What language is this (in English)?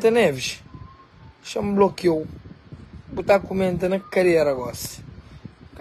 Kabuverdianu